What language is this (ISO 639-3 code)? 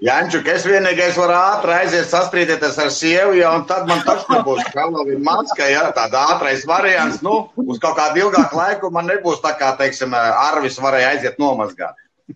lav